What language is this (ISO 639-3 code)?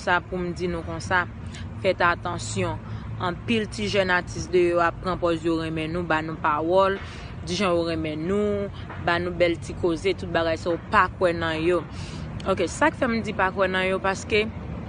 hat